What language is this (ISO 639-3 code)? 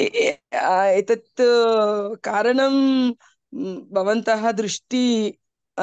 san